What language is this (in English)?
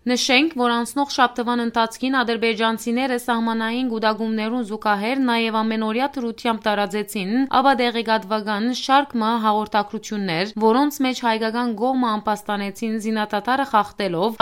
Western Armenian